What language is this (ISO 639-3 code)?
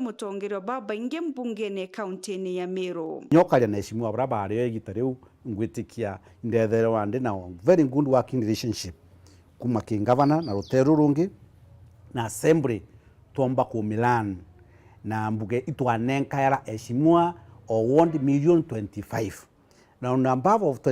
mer